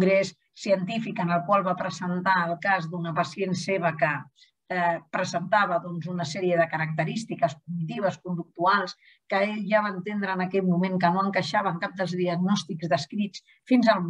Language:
Catalan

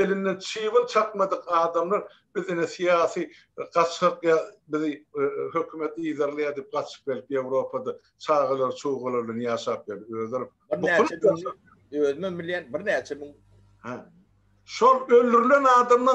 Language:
Turkmen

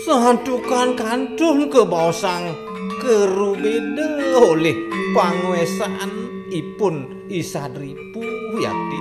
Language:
Balinese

